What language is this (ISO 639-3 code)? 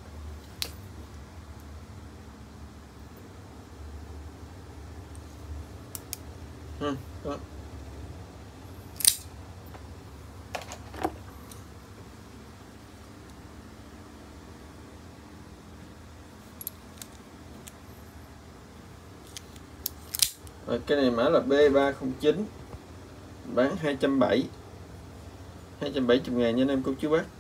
vie